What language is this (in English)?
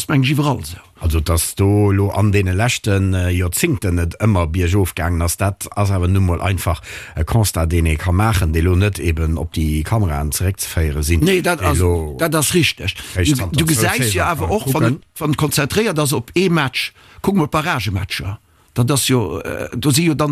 Luxembourgish